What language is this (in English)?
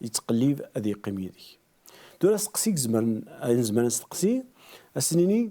Kabyle